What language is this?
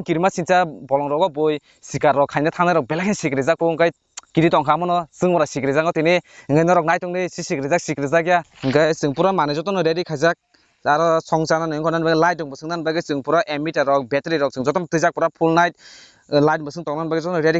Kok Borok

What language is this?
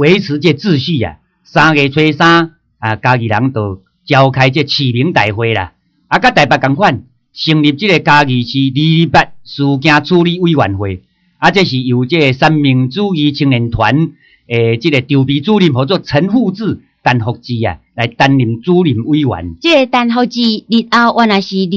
Min Nan Chinese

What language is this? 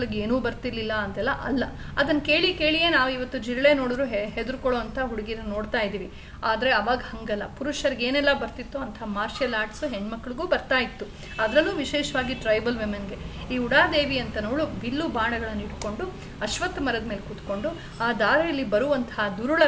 Kannada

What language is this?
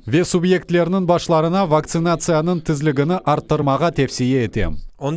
Crimean Tatar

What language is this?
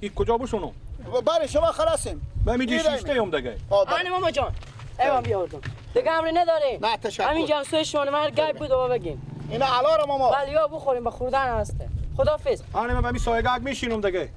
Persian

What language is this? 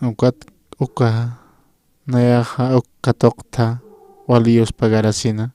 Aymara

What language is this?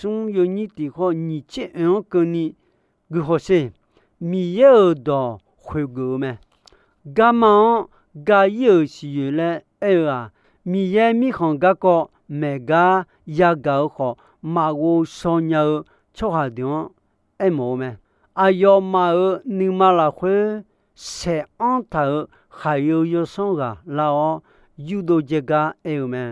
Akha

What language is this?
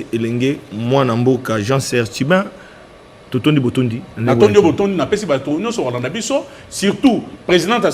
Lingala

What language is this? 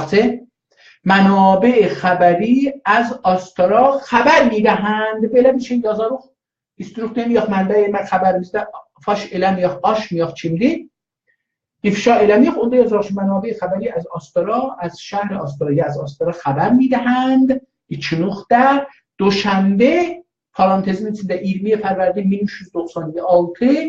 South Azerbaijani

